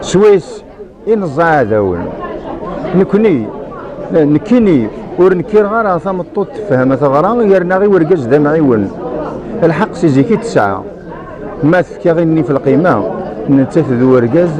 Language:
Kabyle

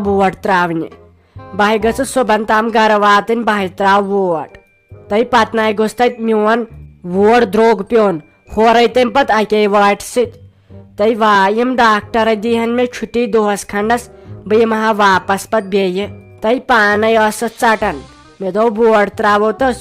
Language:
Kashmiri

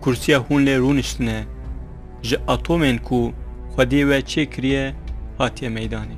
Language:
Kurdish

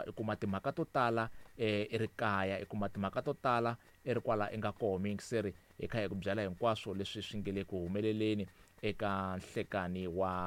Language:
Tsonga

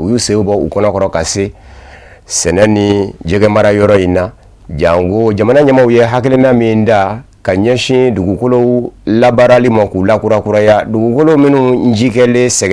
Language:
Bambara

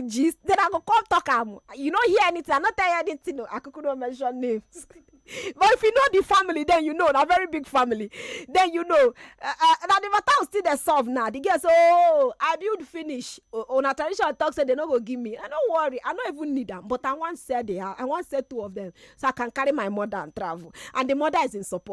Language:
Nigerian Pidgin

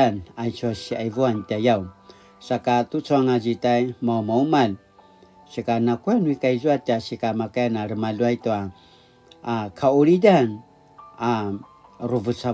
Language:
Paiwan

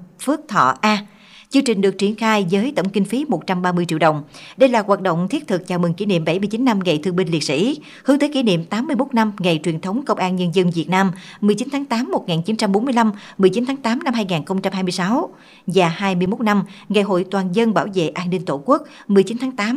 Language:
Vietnamese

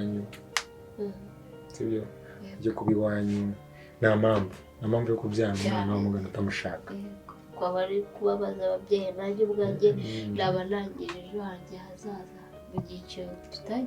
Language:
Kinyarwanda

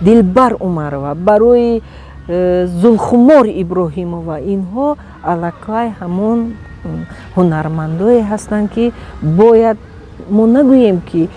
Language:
Tajik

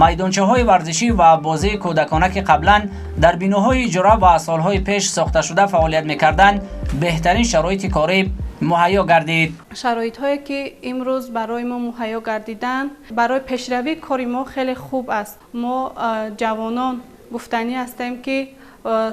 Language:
Tajik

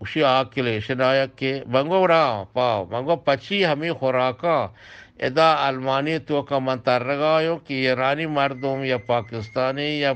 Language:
Eastern Balochi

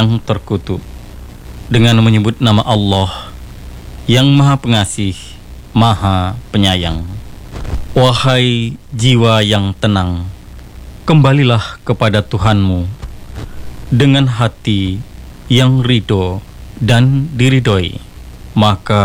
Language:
Indonesian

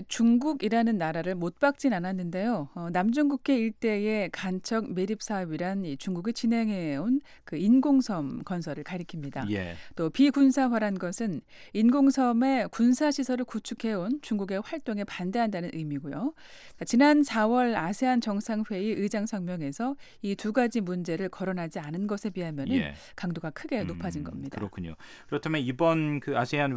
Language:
Korean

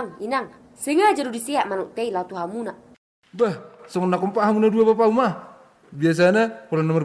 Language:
Batak Toba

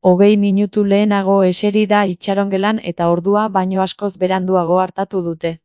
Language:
Basque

